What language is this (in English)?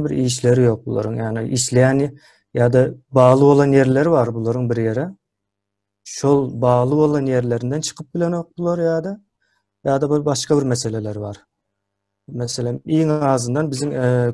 Turkmen